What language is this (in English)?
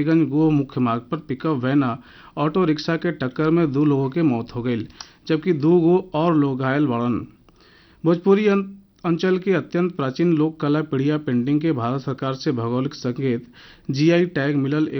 Bhojpuri